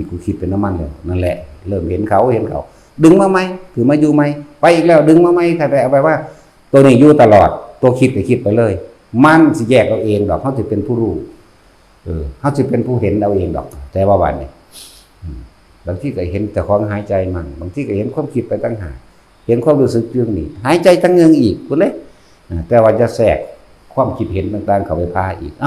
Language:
Northeastern Thai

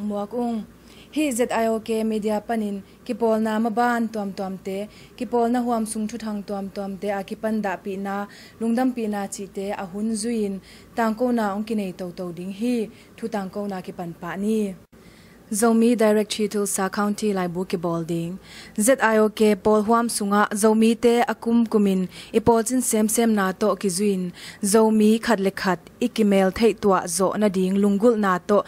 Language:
Tedim Chin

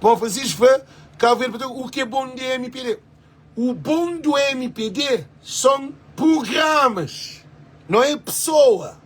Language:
Kabuverdianu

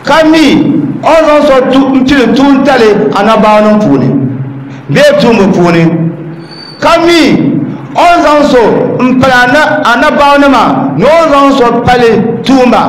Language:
Dagbani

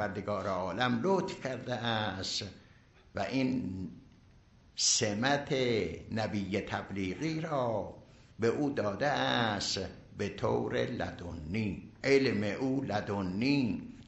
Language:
Persian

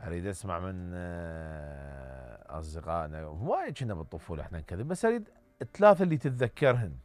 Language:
Mesopotamian Arabic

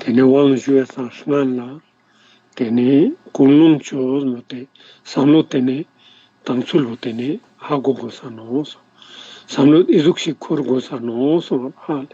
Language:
Ladakhi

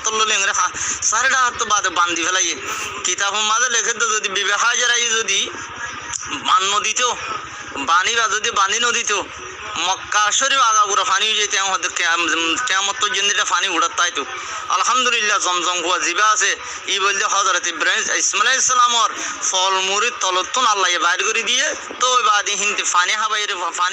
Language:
Rohingya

